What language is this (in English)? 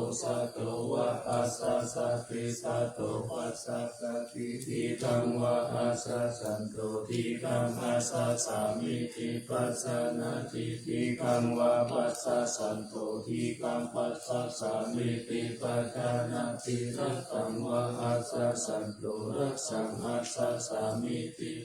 Pali